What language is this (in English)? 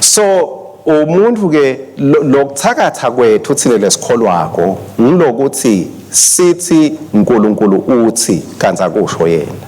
Swati